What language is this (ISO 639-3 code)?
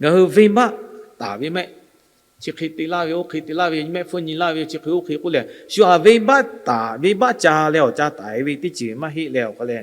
lhu